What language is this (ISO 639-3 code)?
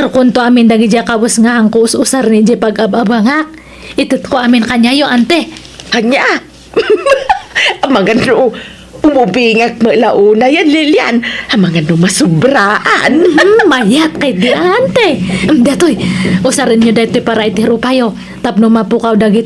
ilo